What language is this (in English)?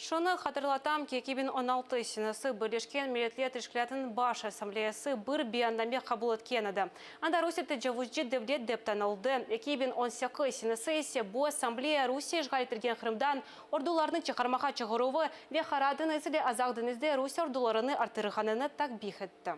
Crimean Tatar